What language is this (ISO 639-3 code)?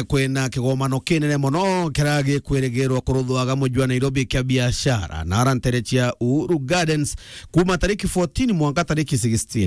mer